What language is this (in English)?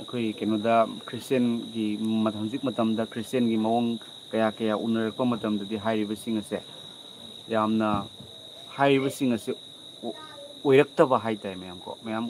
Manipuri